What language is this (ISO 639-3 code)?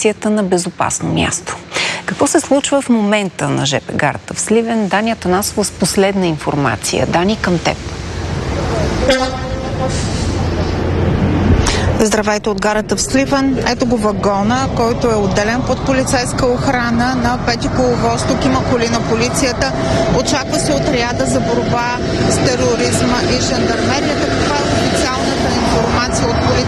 bul